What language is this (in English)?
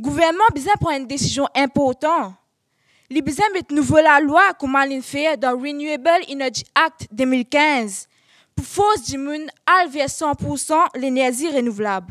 Morisyen